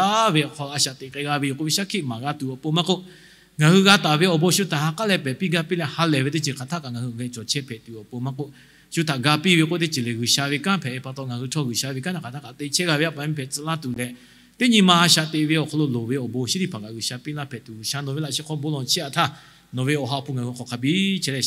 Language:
Lahu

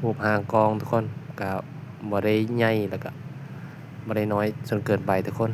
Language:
Lao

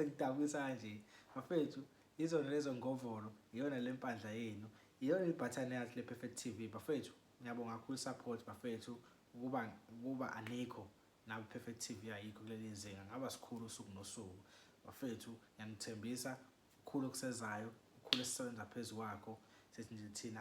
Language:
Zulu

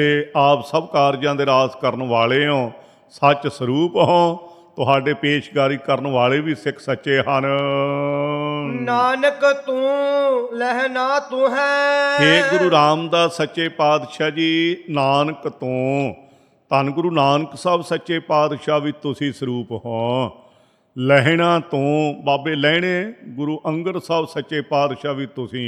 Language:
Punjabi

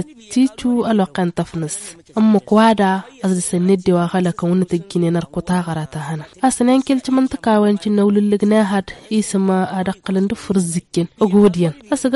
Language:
Tamasheq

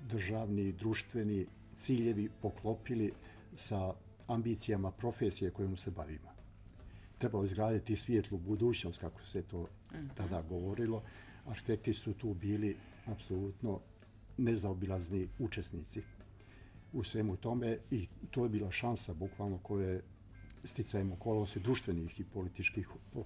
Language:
Bosnian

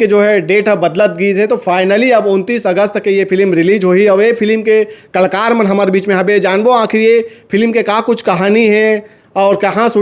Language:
Chhattisgarhi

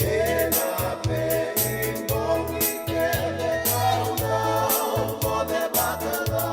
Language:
Fijian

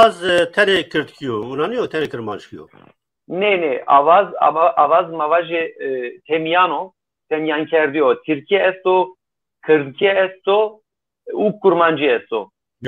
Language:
Zaza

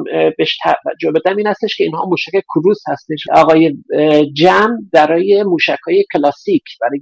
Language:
Persian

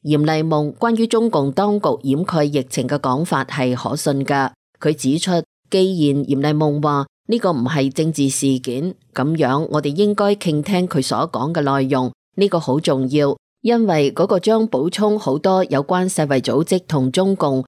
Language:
Cantonese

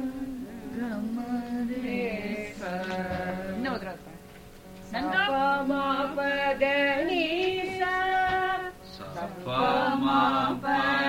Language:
Kannada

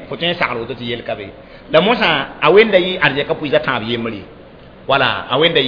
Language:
Mossi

